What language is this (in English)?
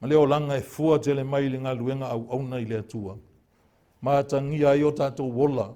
Samoan